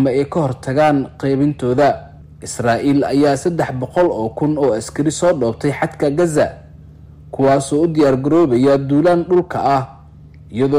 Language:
Somali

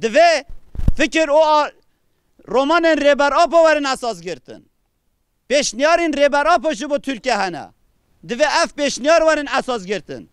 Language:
Kurdish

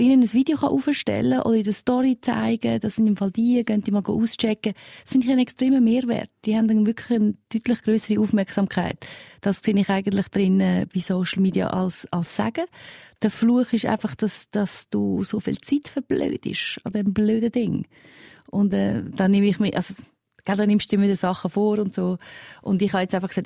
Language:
Swiss German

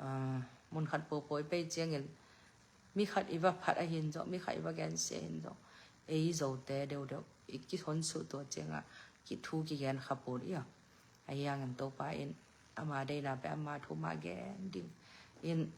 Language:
Tedim Chin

